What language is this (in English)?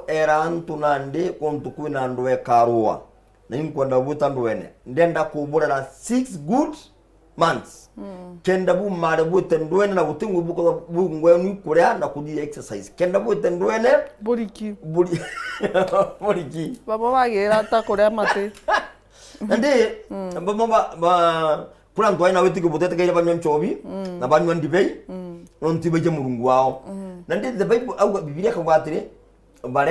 Meru